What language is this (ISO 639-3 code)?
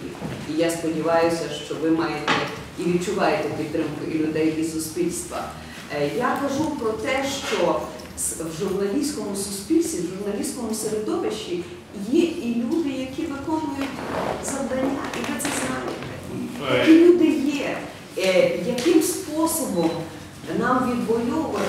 ukr